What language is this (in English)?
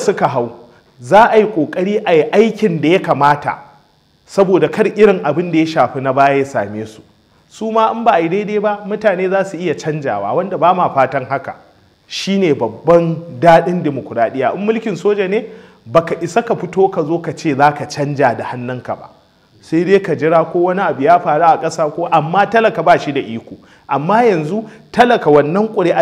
Hausa